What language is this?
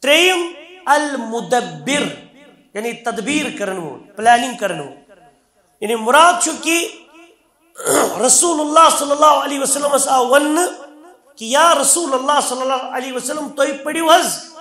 Kashmiri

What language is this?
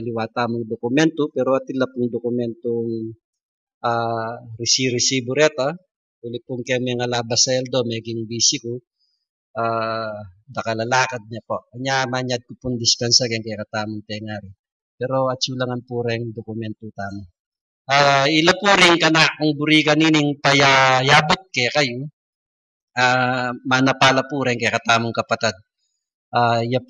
Pampanga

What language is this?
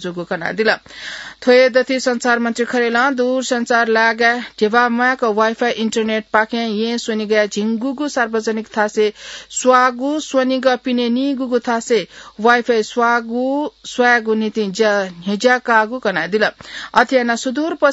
Newari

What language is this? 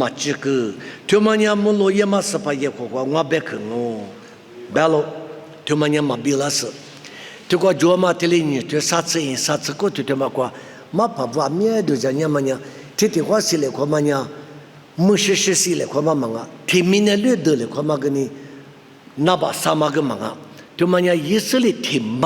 Lisu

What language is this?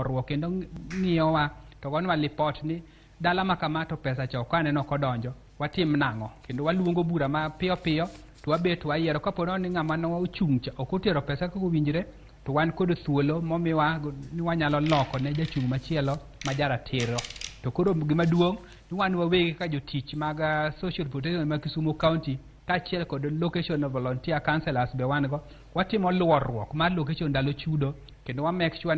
Luo (Kenya and Tanzania)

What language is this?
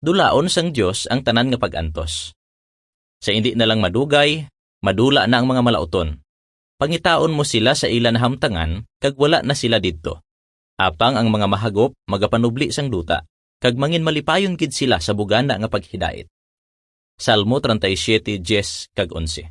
Hiligaynon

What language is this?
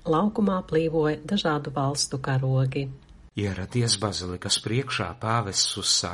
Latvian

